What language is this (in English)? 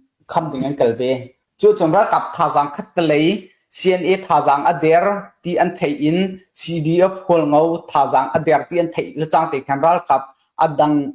Hakha Chin